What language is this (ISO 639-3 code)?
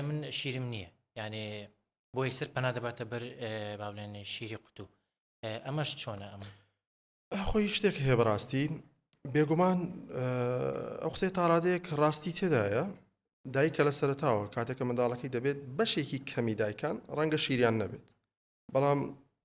ckb